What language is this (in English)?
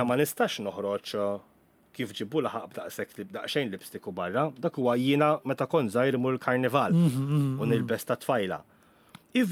Maltese